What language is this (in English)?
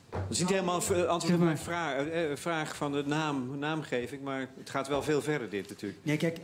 Dutch